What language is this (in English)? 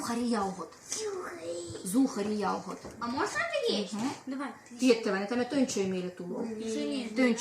Livvi